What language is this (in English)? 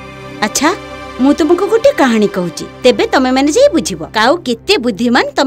Odia